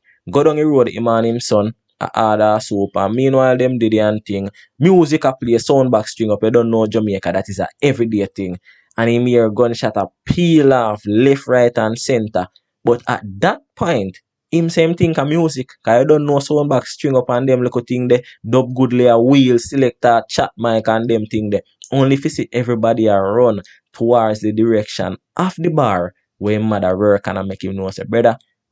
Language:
Jamaican Creole English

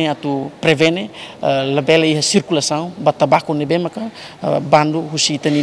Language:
Tetum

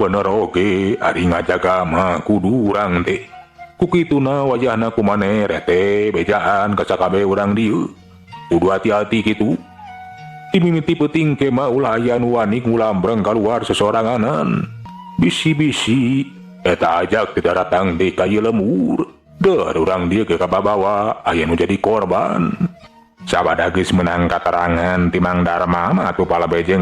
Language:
Sundanese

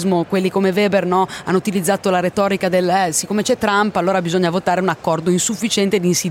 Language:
Italian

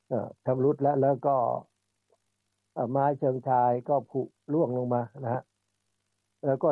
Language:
Thai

